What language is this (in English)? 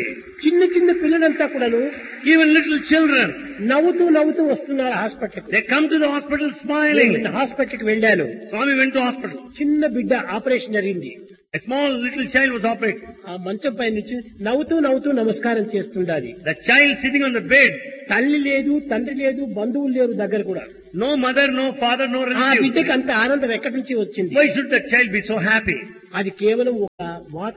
Telugu